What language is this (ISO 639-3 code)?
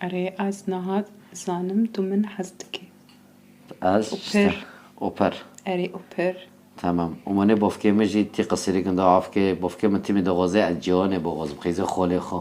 kur